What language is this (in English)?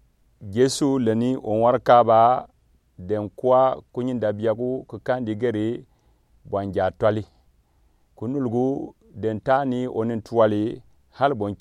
Gourmanchéma